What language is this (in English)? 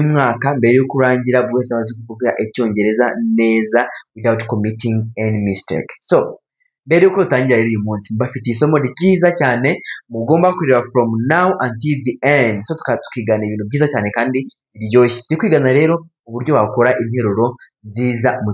Kinyarwanda